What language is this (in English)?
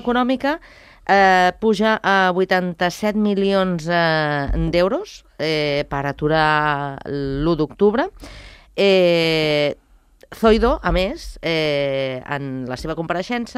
Catalan